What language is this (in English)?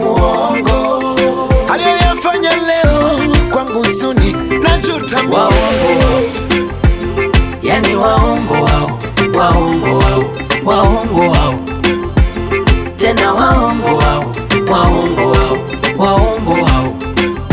Swahili